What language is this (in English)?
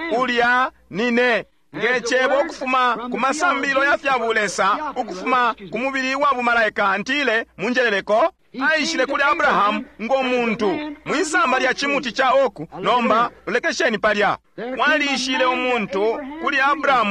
Bemba